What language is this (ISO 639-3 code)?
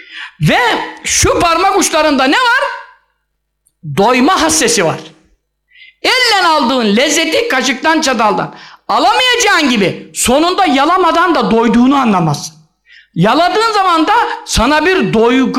tur